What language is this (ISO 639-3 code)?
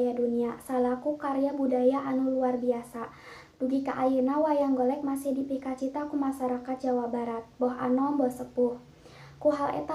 sun